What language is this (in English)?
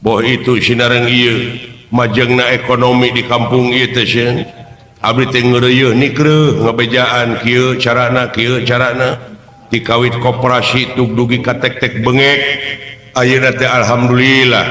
Sundanese